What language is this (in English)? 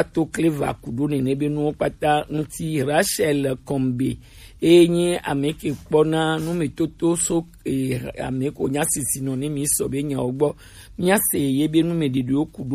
Gen